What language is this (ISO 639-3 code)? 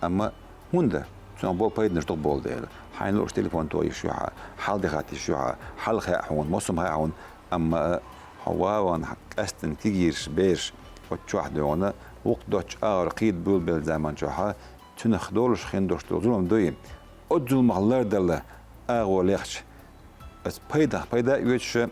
che